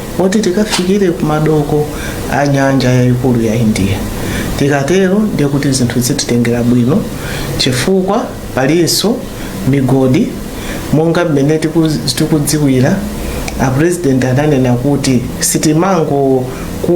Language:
Nyanja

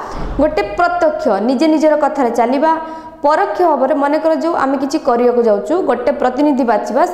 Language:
Odia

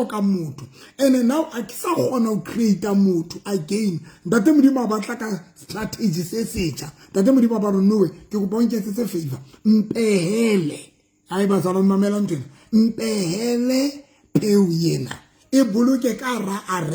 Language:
Southern Sotho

